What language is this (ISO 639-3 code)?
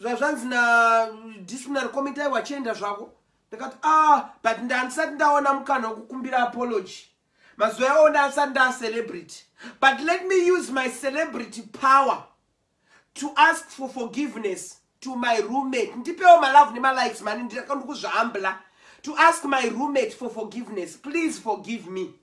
sna